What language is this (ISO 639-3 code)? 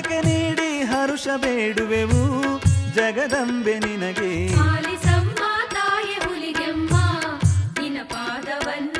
kan